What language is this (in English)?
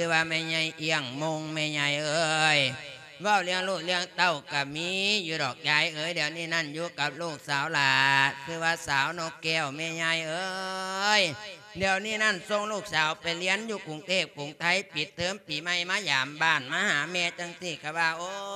Lao